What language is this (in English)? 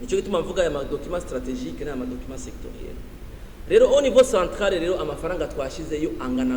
Rundi